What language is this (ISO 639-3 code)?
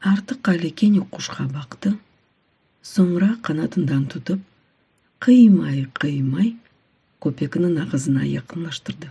crh